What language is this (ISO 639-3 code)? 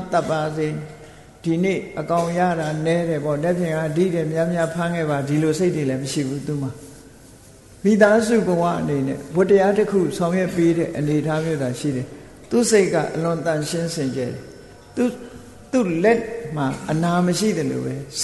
mya